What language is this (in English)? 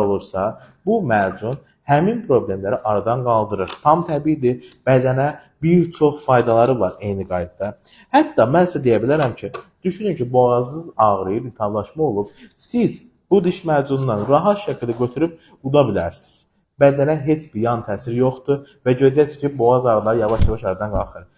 Azerbaijani